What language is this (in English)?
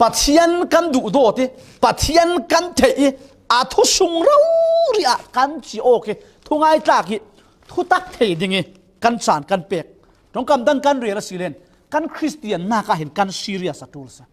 Falam Chin